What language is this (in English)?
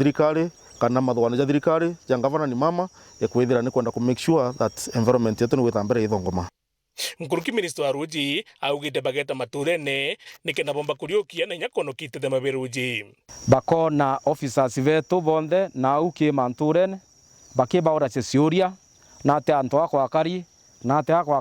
Meru